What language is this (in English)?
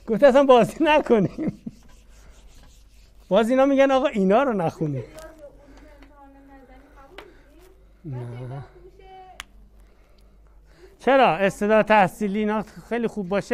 Persian